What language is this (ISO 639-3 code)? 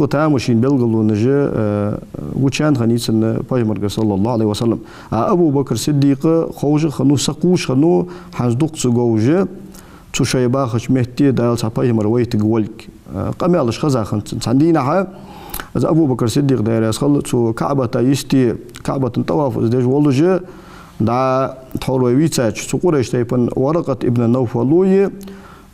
inh